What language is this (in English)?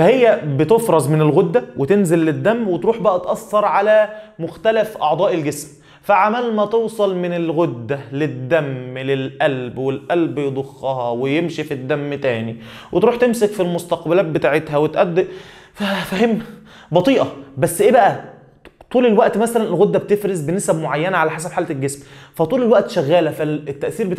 Egyptian Arabic